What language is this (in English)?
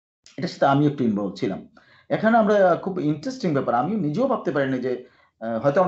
Bangla